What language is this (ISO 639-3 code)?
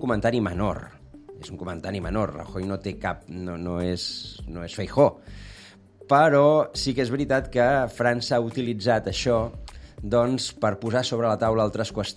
cat